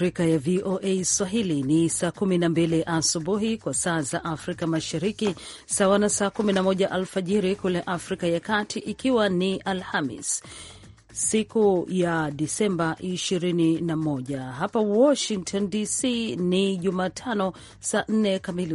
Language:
Swahili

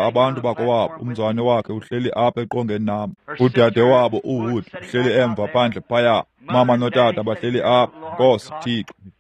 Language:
Xhosa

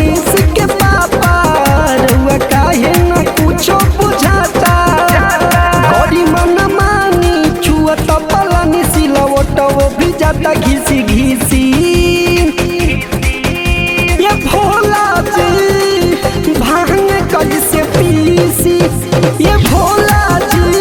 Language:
Bhojpuri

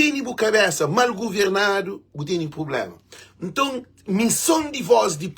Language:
Kabuverdianu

